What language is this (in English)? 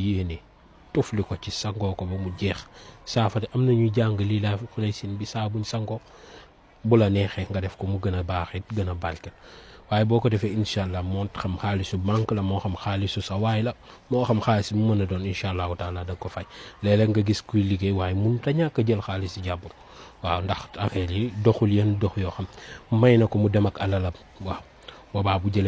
Wolof